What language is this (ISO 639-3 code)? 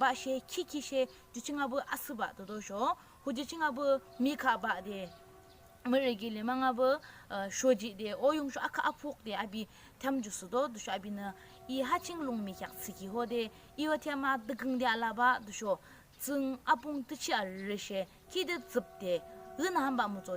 yim